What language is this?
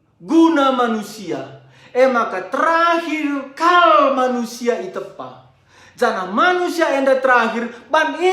Batak Karo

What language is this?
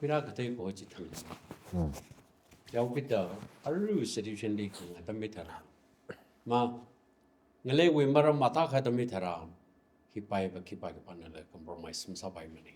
Tangkhul Naga (India)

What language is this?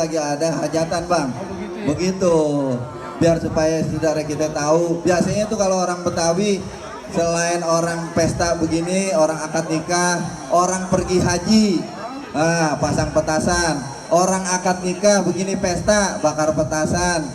Betawi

